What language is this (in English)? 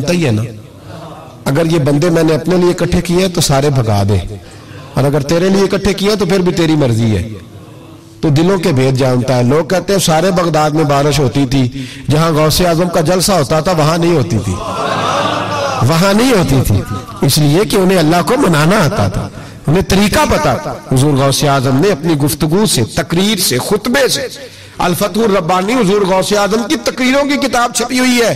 Urdu